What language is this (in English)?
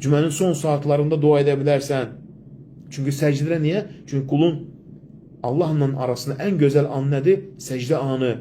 Azerbaijani